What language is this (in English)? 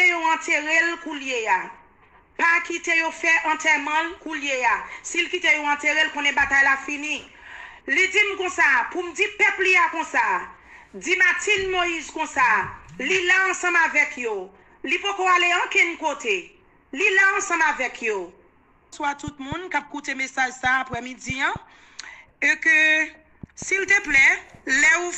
Haitian Creole